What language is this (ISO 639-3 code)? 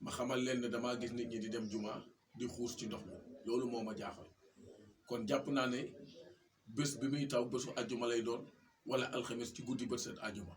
wol